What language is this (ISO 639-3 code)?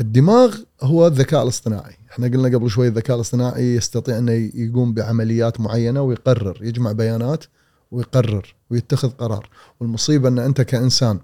afb